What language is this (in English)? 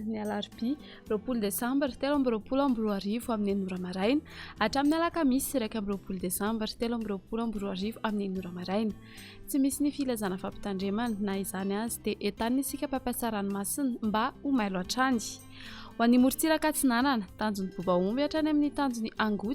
Malagasy